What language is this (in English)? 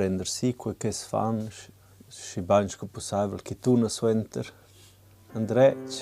Romansh